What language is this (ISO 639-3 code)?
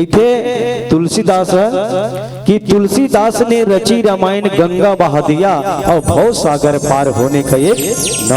hne